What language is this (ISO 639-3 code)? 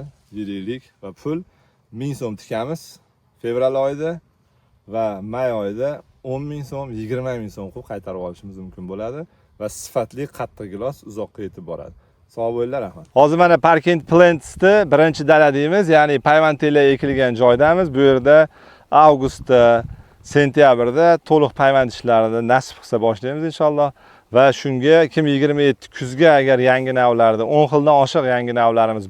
uzb